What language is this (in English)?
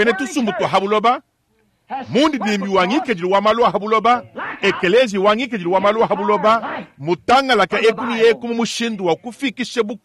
Luba-Lulua